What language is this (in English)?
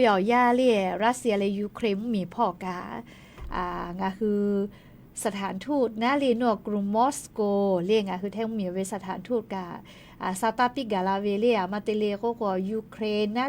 Lahu